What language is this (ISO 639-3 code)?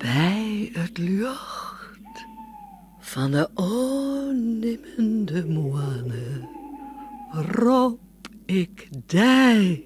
fry